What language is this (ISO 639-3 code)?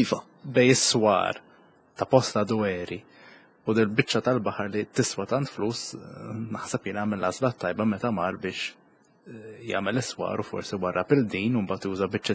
mlt